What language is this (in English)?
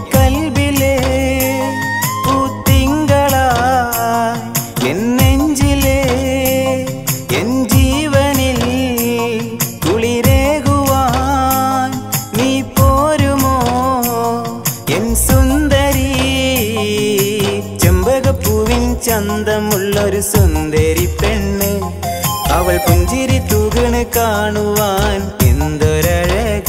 Malayalam